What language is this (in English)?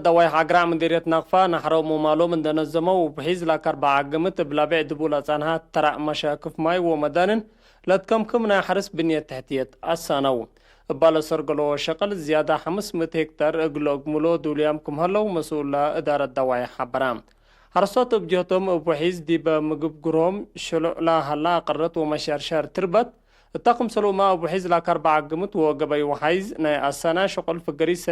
Tigre